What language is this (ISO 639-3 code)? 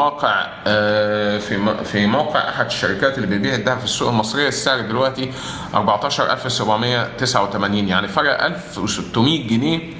arz